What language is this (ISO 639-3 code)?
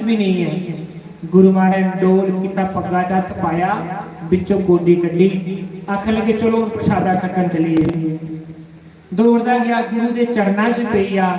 doi